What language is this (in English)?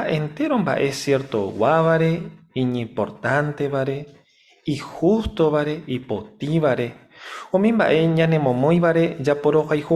Guarani